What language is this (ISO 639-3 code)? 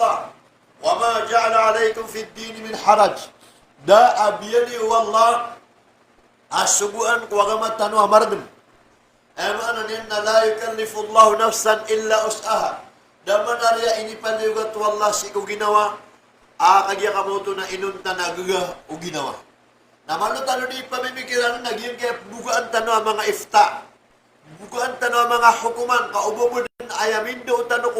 mrw